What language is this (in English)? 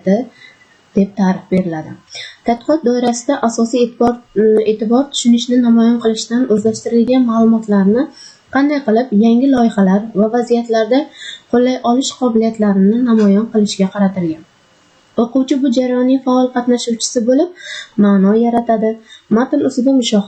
Uzbek